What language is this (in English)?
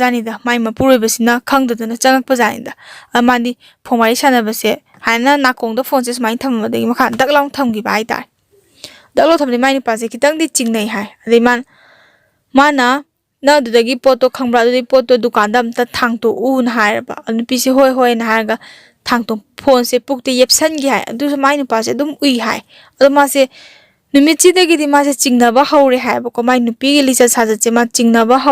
Manipuri